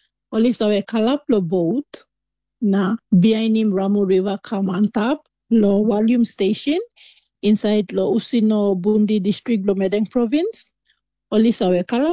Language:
Tok Pisin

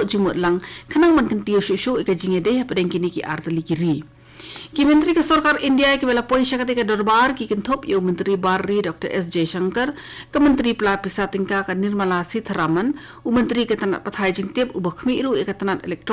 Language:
Khasi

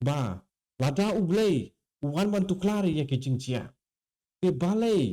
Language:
Khasi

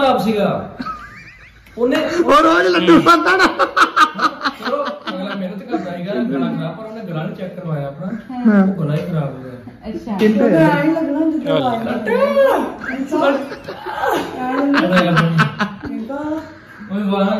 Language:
Punjabi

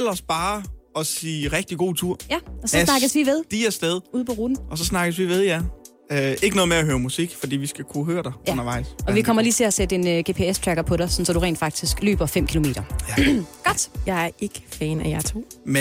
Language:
Danish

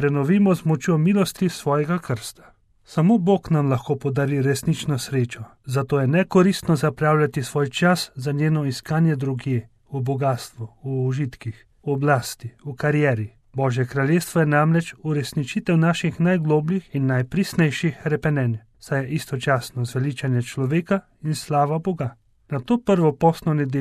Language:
Slovenian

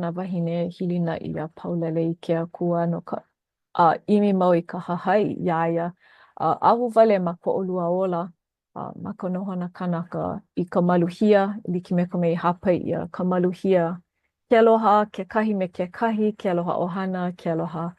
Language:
Hawaiian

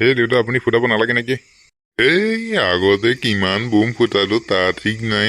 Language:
Assamese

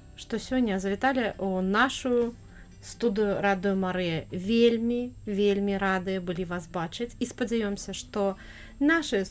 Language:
Belarusian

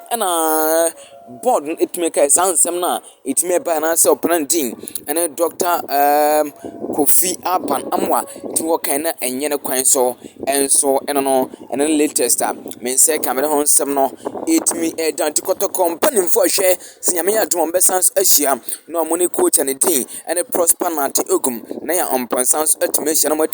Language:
Akan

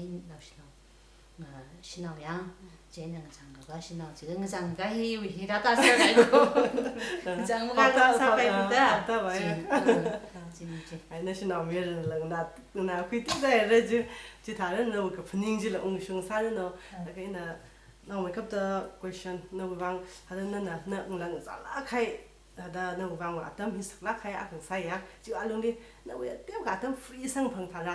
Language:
Tangkhul Naga (India)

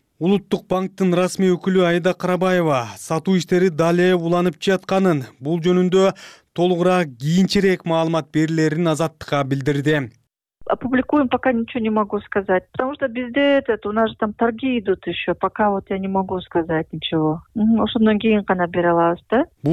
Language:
Kyrgyz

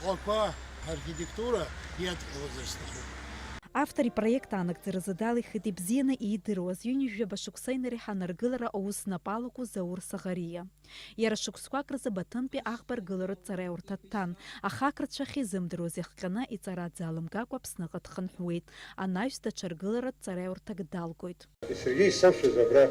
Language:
Abkhazian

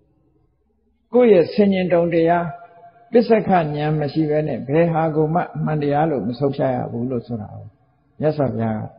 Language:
Burmese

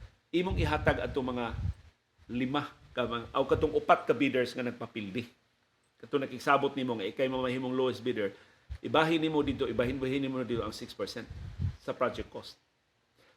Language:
Cebuano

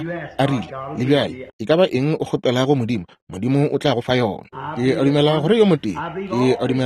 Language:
Northern Sotho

